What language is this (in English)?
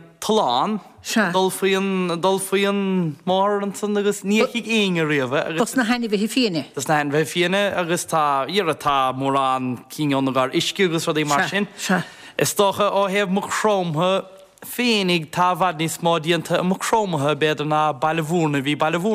Irish